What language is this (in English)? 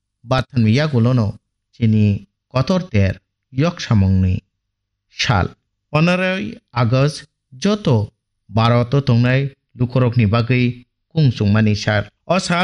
Kok Borok